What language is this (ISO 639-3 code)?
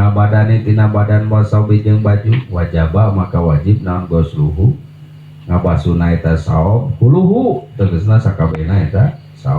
sun